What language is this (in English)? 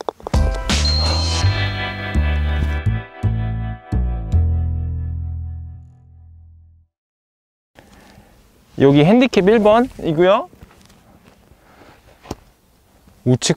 Korean